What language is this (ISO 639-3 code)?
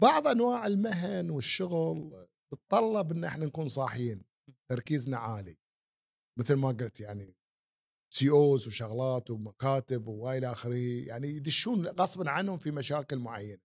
afb